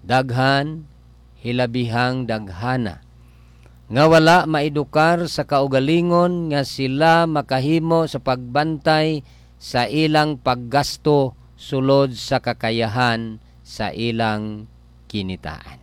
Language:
Cebuano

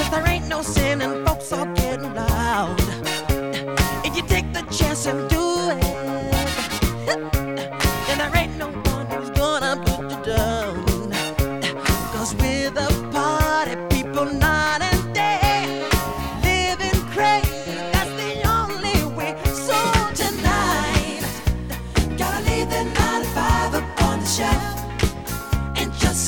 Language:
English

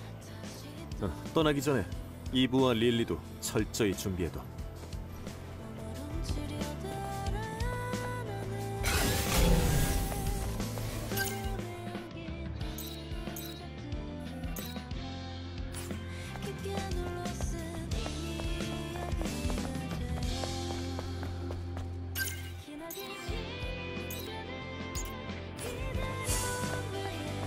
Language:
Korean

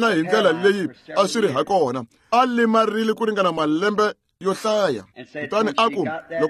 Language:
Tsonga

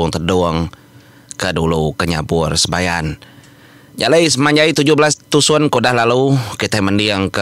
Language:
Iban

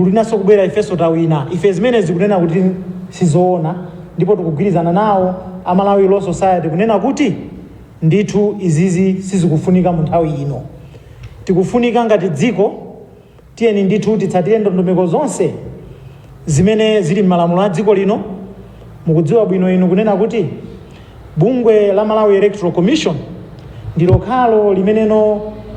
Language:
Nyanja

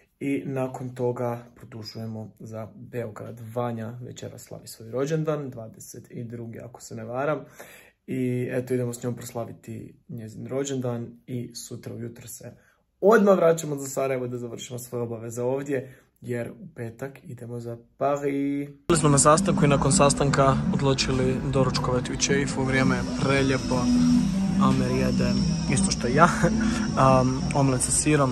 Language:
Croatian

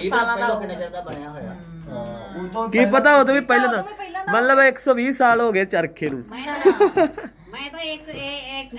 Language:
Punjabi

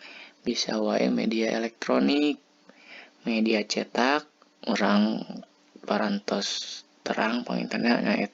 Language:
Sundanese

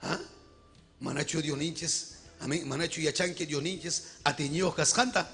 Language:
Ayacucho Quechua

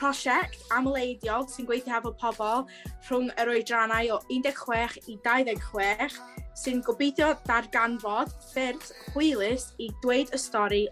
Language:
Welsh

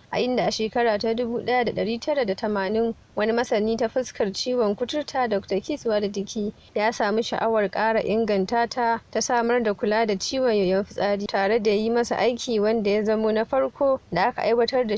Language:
Hausa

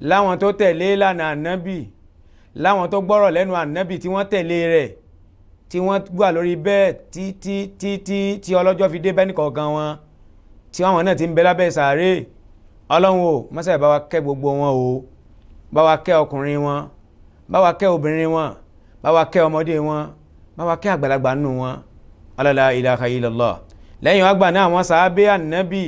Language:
Yoruba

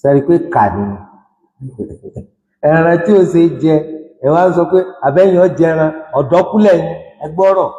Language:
Yoruba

